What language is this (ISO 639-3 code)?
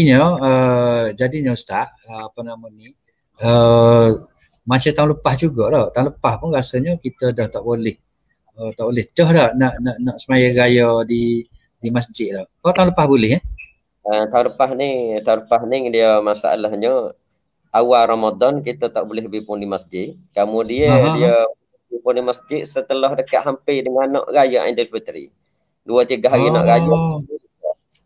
msa